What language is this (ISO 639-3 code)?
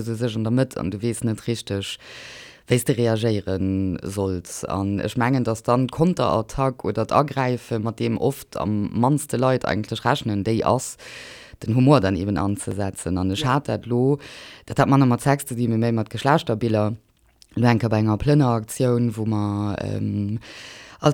ltz